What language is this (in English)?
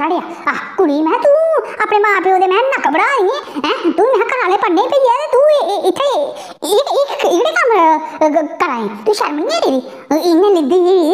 Dogri